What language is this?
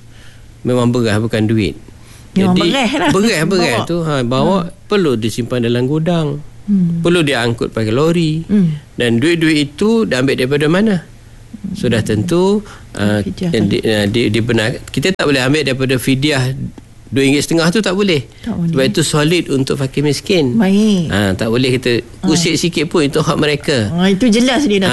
Malay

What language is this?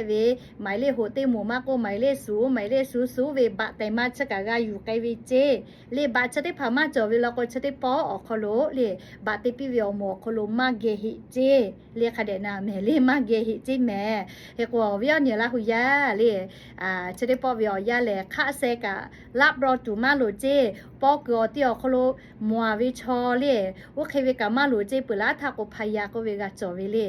Lahu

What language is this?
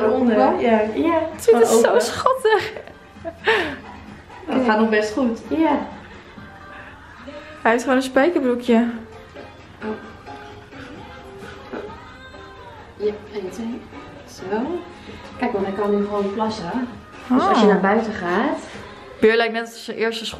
Dutch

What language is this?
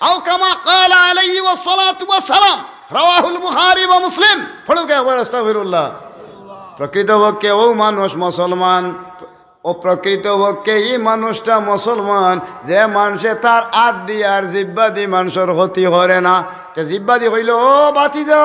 Sylheti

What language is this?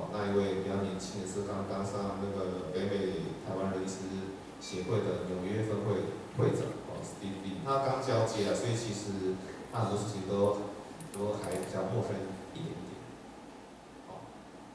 Chinese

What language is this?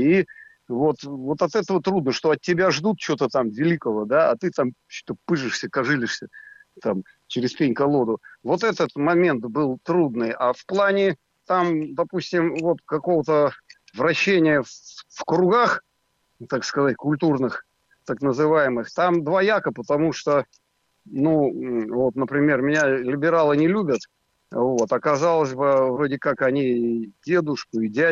Russian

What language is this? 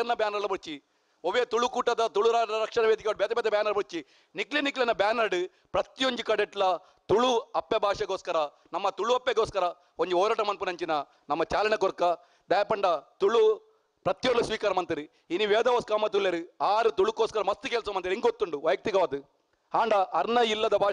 Tulu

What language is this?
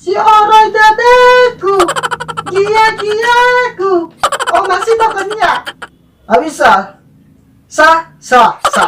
Nias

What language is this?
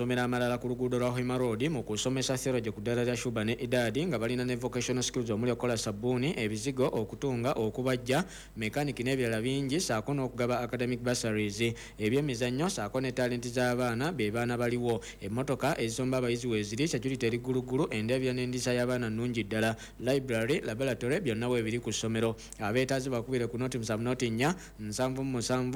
Ganda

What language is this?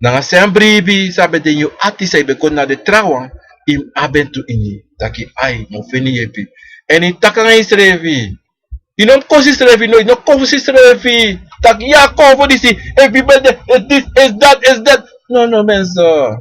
Sranan Tongo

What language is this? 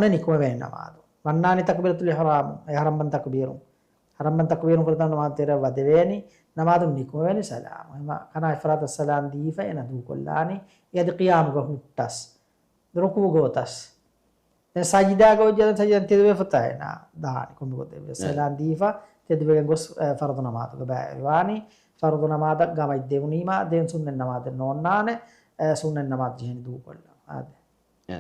Divehi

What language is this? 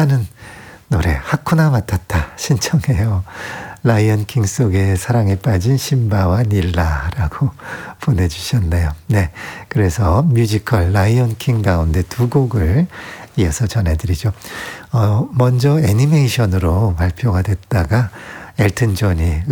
Korean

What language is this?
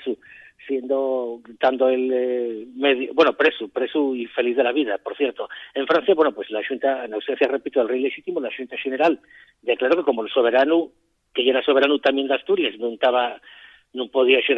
Asturian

